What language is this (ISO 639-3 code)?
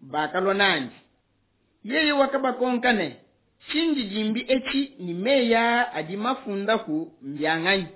lua